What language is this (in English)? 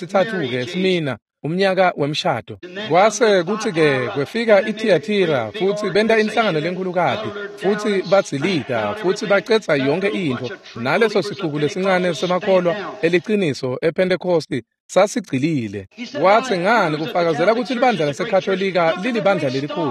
Swati